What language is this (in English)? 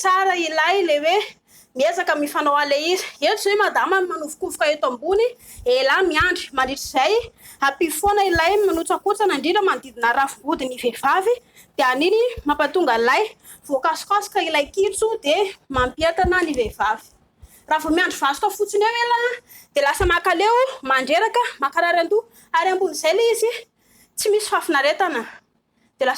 Malagasy